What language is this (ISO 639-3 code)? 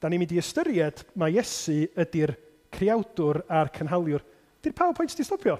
cym